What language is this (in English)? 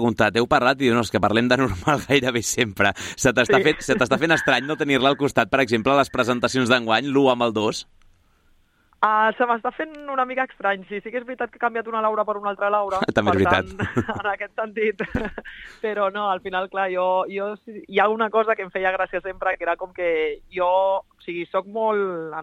Catalan